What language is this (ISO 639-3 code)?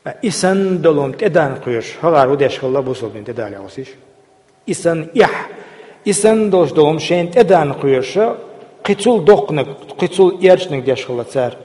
che